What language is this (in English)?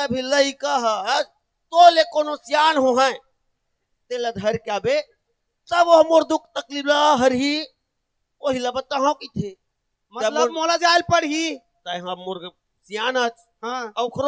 Chhattisgarhi